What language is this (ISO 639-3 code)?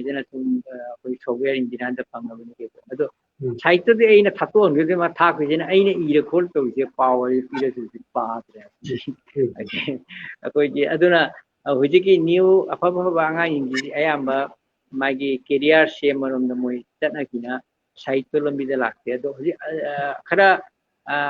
mni